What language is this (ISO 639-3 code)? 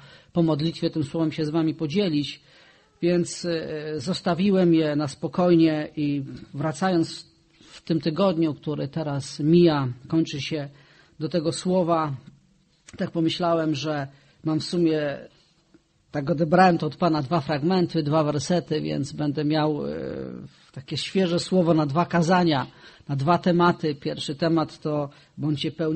pol